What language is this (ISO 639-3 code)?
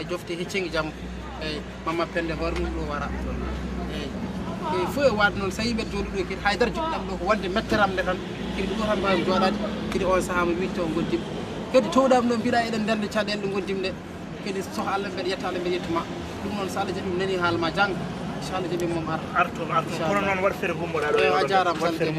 ful